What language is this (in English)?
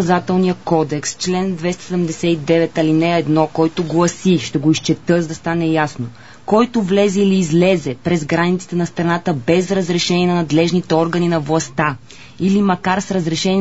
Bulgarian